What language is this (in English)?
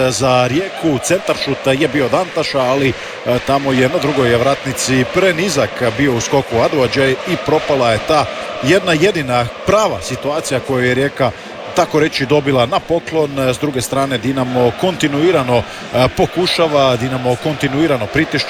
Croatian